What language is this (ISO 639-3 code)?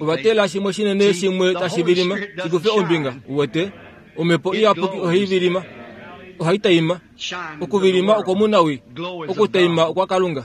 kua